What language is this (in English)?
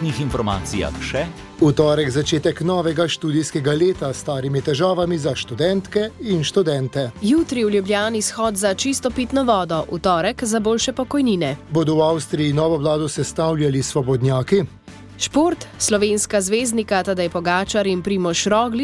Slovenian